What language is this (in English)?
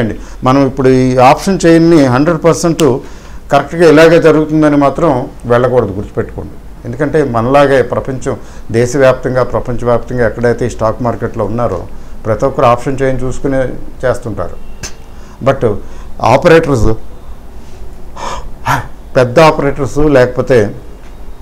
Telugu